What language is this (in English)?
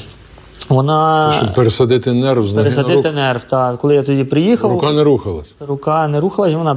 Ukrainian